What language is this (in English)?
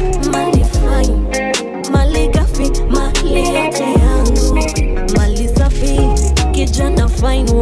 Swahili